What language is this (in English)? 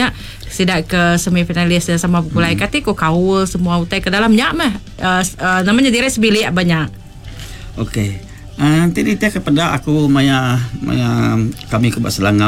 Iban